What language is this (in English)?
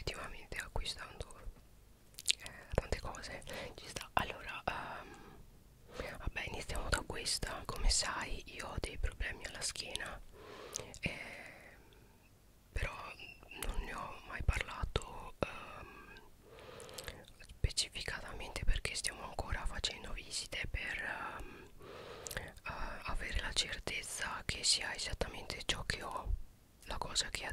Italian